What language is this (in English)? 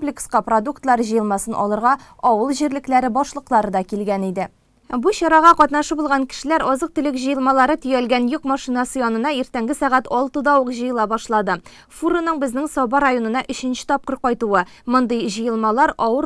Tatar